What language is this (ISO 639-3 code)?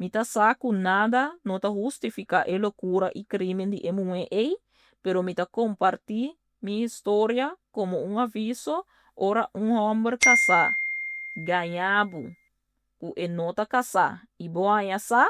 pap